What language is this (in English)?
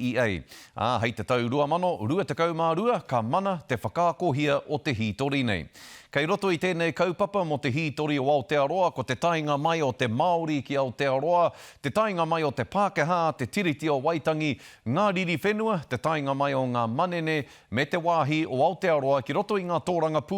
Māori